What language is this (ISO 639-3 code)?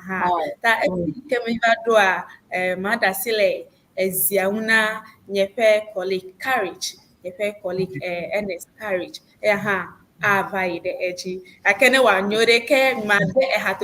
ewe